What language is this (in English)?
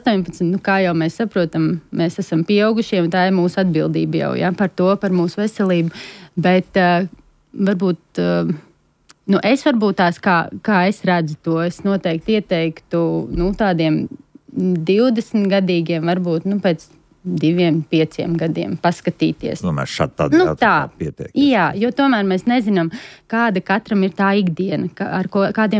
Latvian